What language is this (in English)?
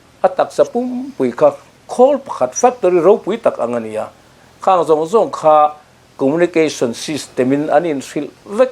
Mizo